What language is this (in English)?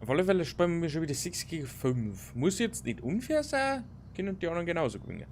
Bavarian